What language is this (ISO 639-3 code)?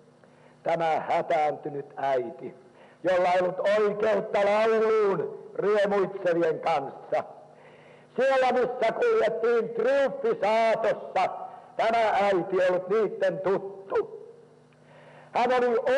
fin